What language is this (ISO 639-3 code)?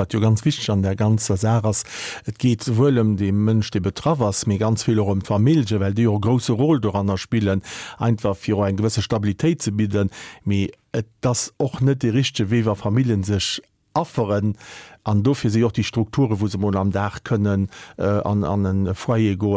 ltz